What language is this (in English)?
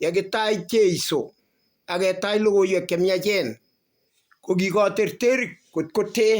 Kalenjin